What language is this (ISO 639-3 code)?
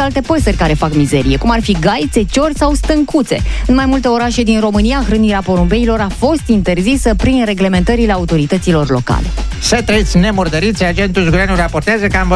ron